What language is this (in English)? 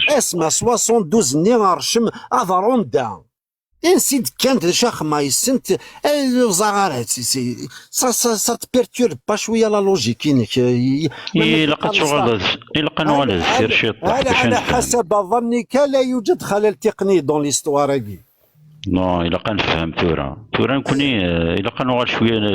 Kabyle